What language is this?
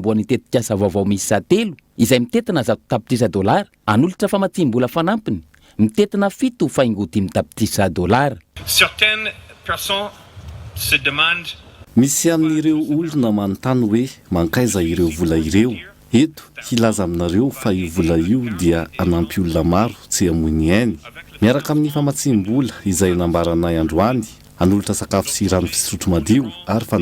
Malagasy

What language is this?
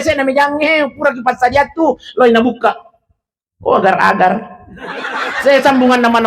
Buginese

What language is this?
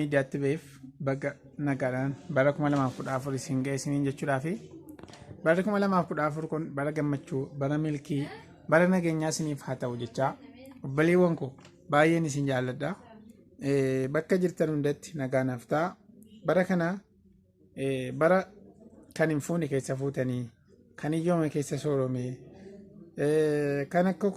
Oromo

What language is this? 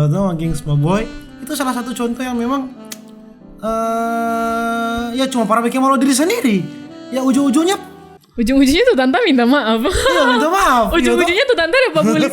Manado Malay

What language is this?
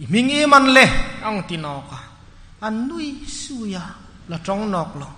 Hmar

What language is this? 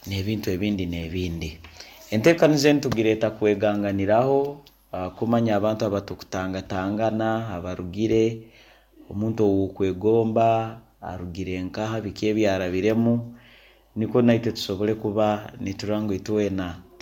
Nyankole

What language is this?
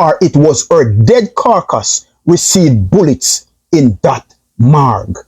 Jamaican Creole English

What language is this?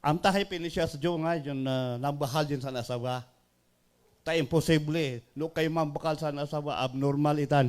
Iloko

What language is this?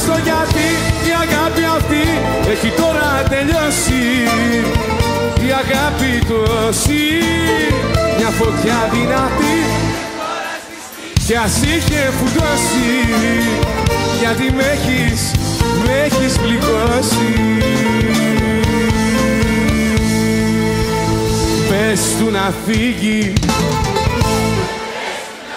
Greek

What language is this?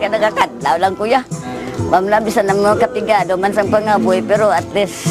Hiligaynon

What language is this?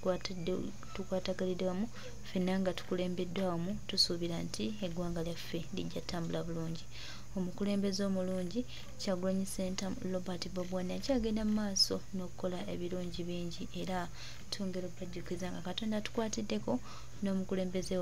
Ganda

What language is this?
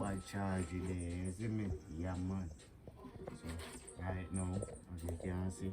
Jamaican Creole English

